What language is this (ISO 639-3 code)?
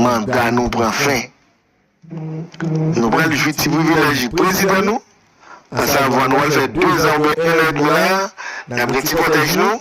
hat